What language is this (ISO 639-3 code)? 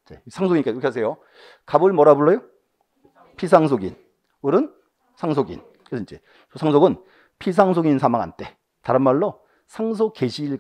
kor